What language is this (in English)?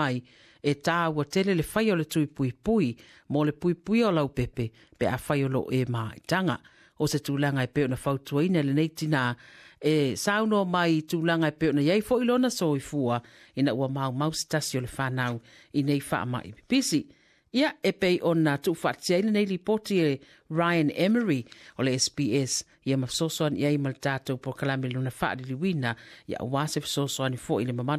Samoan